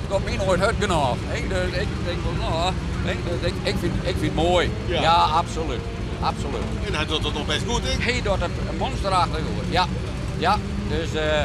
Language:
Western Frisian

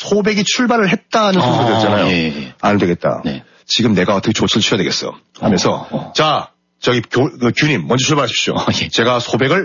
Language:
Korean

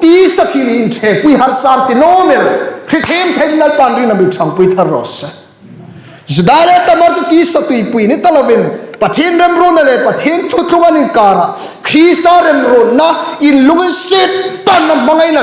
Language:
Hmar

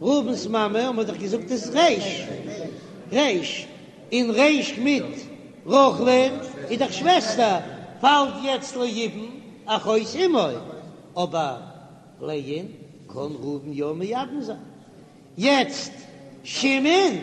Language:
Yiddish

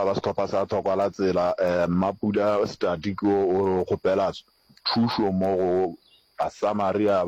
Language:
Northern Sotho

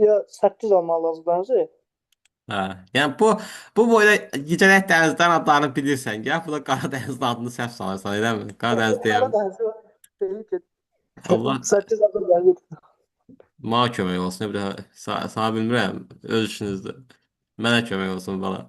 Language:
Azerbaijani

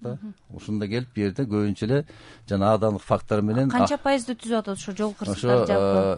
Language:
Kyrgyz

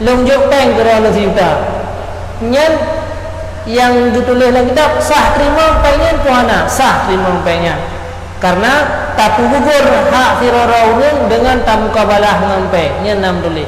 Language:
Achinese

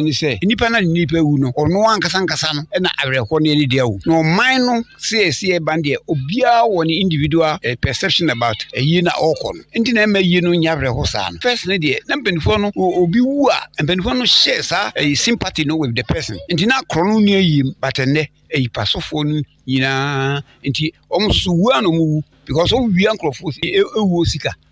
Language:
Akan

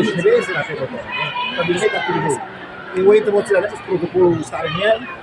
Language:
Tetum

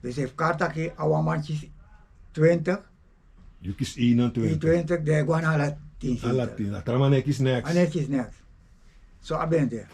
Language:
Sranan Tongo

